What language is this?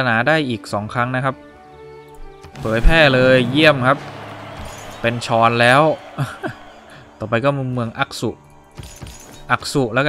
Thai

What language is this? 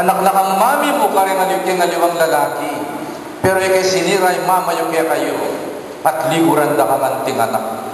Pampanga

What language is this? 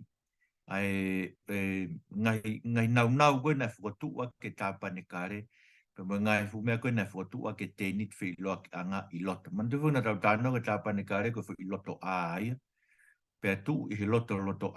Tongan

